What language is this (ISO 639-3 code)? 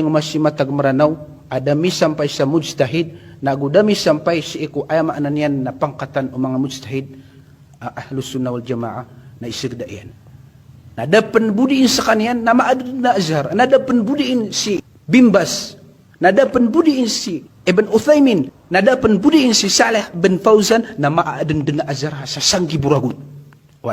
mrw